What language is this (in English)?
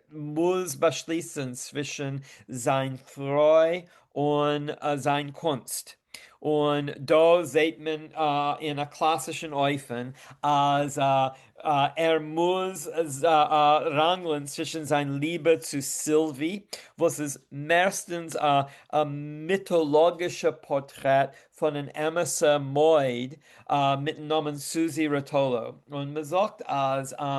Yiddish